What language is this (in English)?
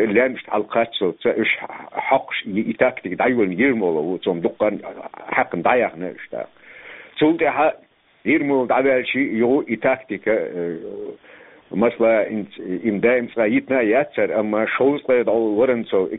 Chechen